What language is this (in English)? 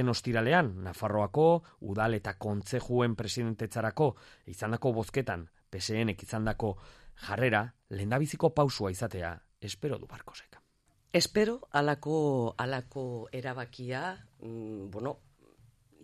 Basque